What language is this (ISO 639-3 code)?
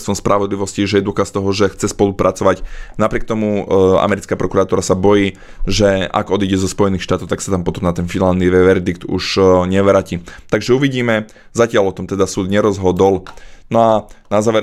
slk